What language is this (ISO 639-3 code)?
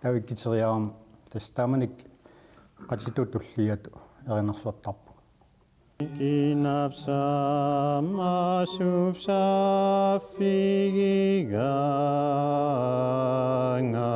kal